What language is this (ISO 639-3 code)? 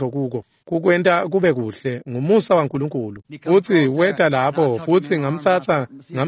ssw